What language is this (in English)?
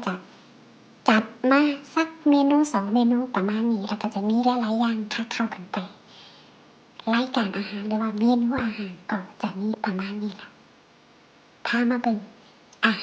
Lao